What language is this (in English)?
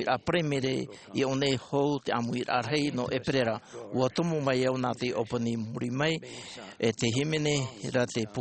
Tahitian